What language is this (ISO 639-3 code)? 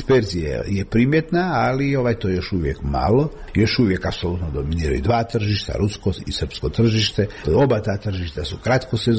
hrv